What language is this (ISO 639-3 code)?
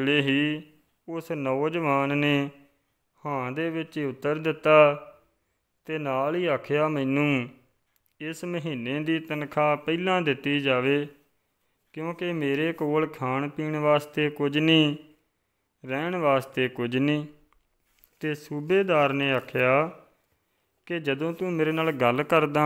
pan